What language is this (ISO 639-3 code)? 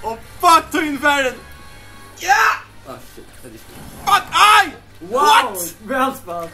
fao